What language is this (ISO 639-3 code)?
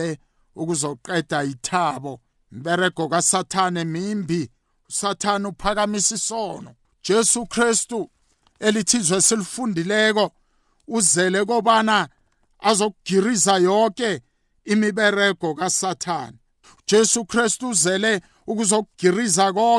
nbl